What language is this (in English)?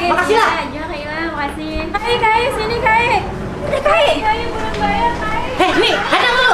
Banjar